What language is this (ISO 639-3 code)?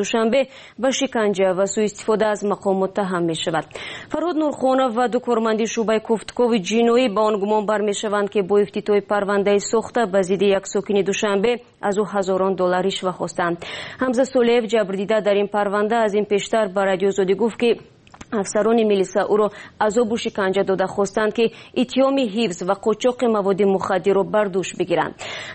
tgk